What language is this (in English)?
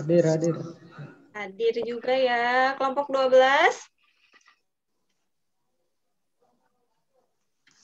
Indonesian